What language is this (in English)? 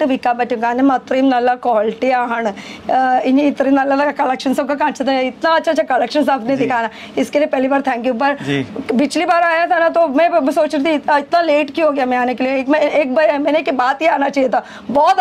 Malayalam